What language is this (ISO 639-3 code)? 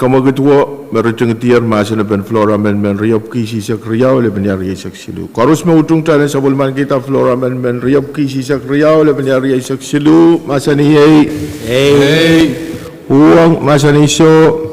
pon